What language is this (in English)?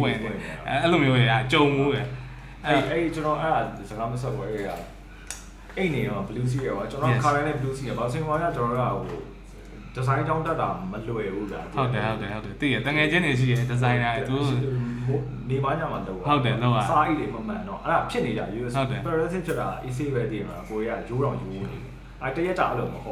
Burmese